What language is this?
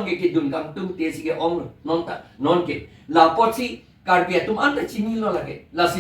Karbi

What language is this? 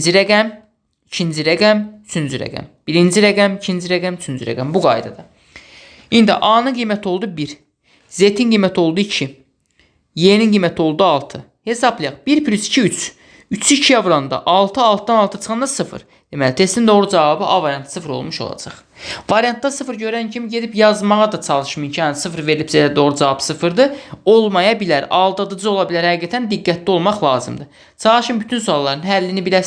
Azerbaijani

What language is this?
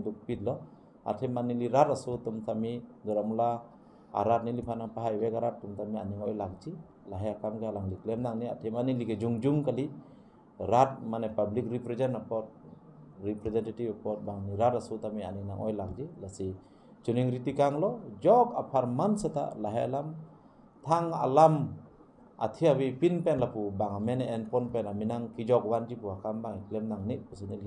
Karbi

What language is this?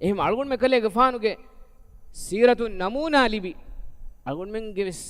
Divehi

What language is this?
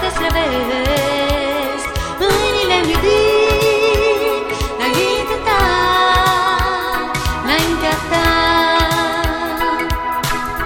Romanian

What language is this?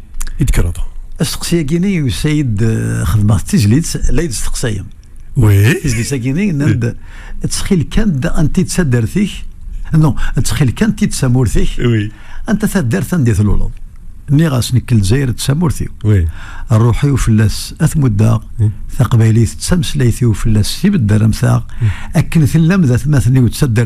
Kabyle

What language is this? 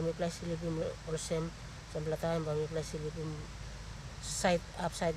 Tok Pisin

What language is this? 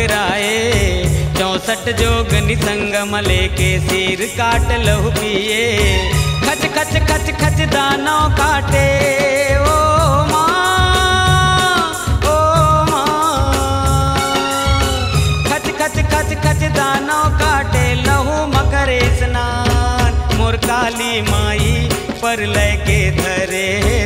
Chhattisgarhi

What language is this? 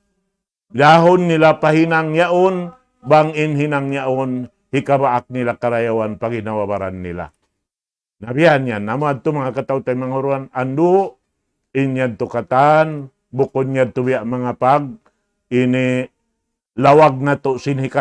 Tausug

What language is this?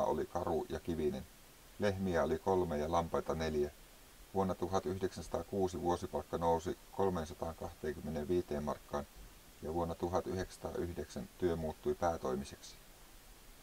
Finnish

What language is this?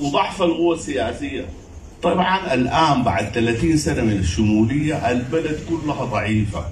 Sudanese Arabic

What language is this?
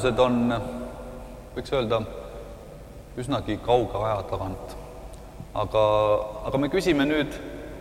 Estonian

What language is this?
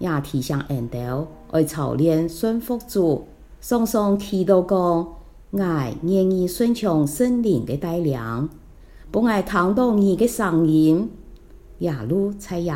Hakka Chinese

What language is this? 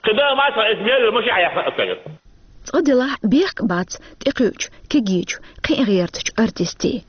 Chechen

